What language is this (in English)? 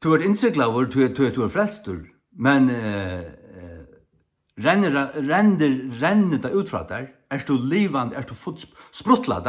Faroese